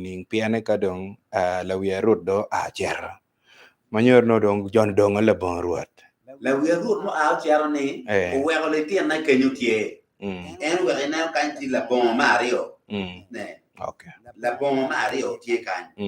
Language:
Acoli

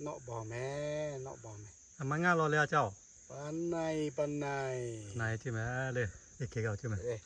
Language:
Lahu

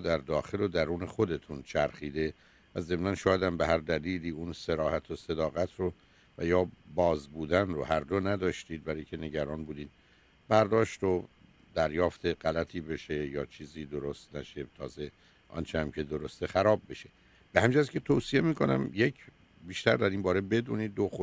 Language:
Persian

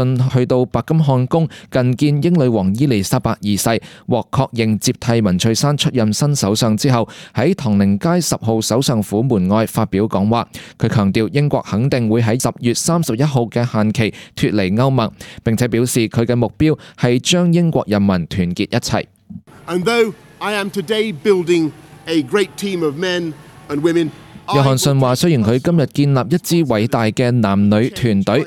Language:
Cantonese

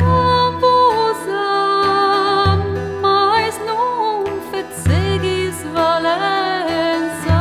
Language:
Occitan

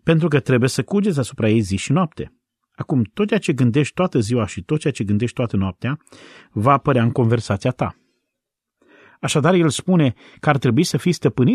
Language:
Romanian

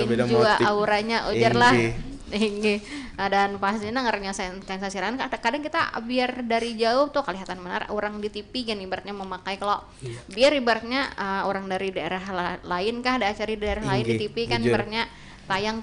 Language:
Banjar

